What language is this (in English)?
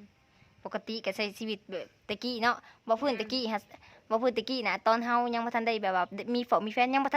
Lao